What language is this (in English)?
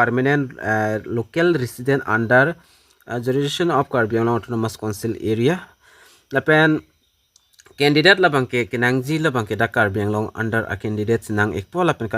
Karbi